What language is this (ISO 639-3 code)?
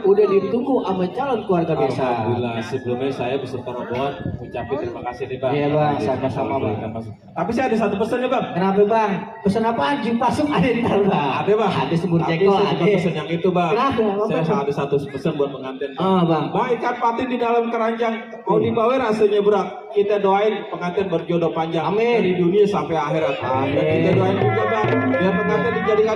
bew